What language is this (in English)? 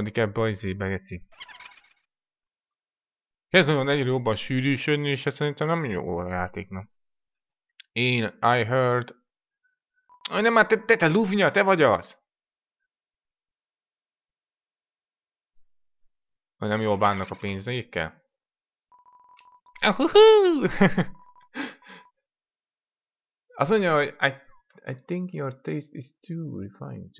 Hungarian